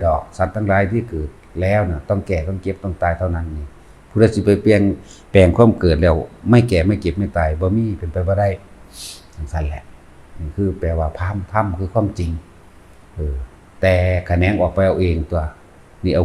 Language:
Lao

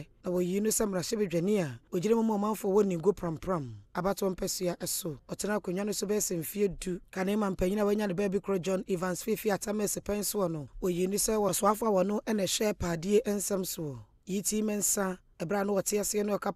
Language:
Akan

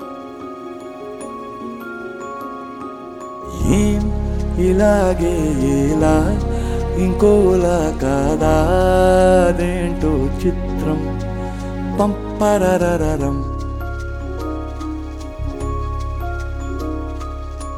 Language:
Telugu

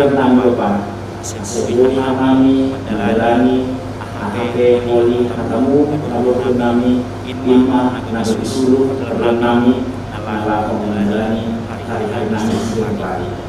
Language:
Batak Simalungun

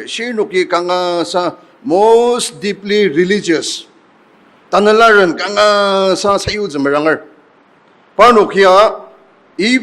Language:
Ao Naga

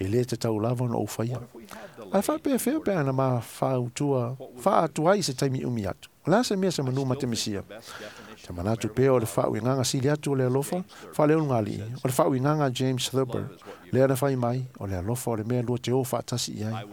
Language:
Samoan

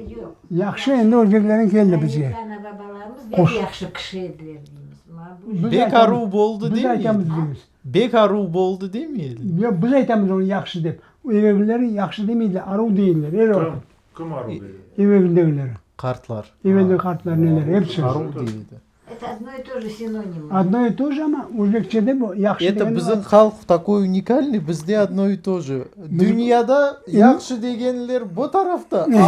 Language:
Crimean Tatar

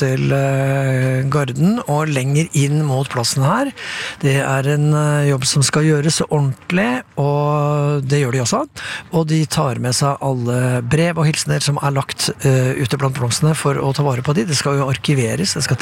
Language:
Norwegian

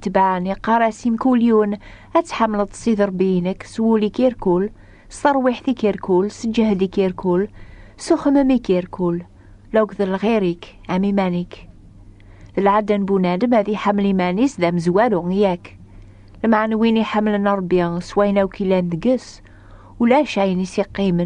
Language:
Kabyle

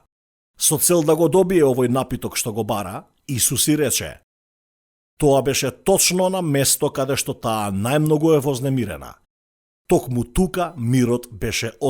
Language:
Macedonian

